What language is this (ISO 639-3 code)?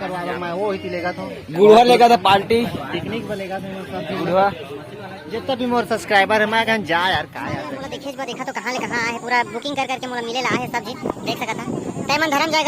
hne